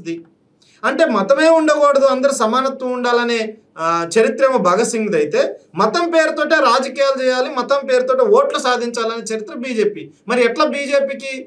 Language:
Telugu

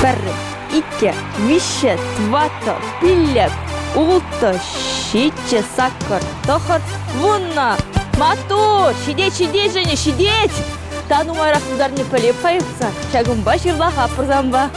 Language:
Chuvash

